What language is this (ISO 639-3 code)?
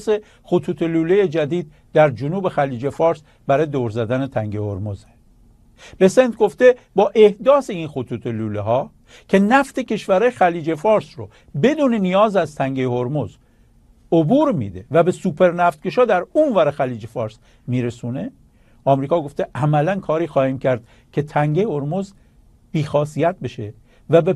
fas